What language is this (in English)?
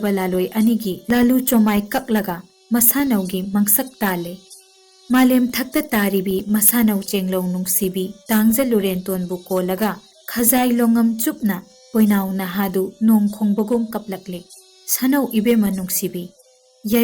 Manipuri